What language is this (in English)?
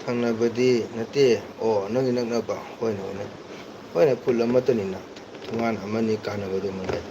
Manipuri